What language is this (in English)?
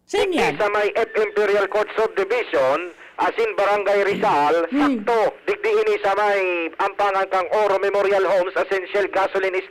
Bikol